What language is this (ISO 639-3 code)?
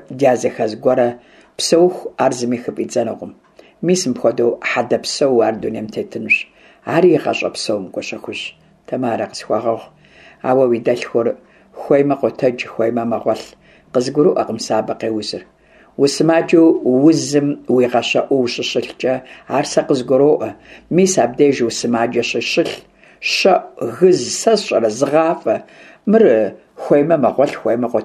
kbd